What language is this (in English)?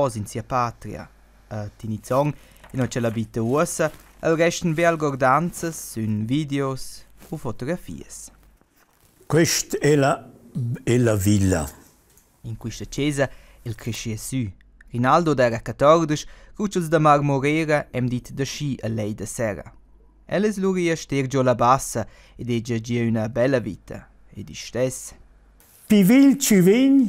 Romansh